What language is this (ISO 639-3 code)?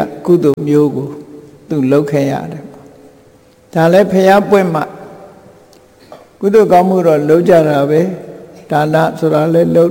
mya